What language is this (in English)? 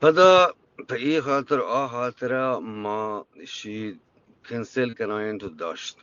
Eastern Balochi